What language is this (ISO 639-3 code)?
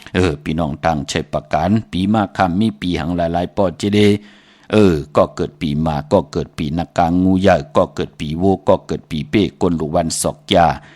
shn